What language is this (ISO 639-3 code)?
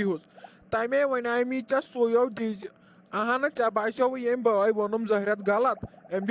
kas